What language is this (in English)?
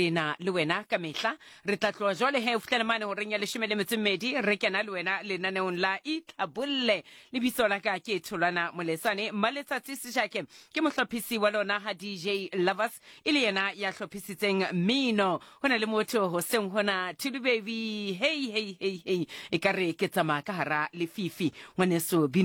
Southern Sotho